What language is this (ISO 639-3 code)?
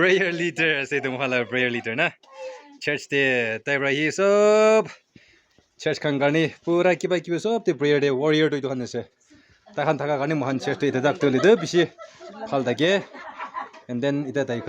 nag